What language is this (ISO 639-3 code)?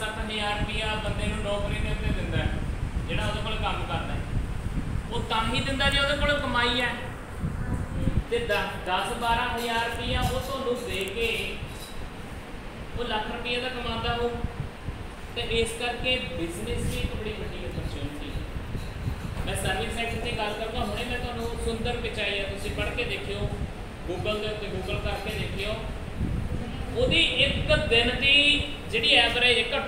pan